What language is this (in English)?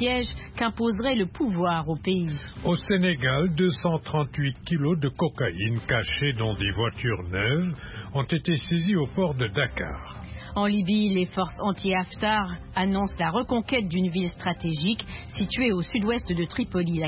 French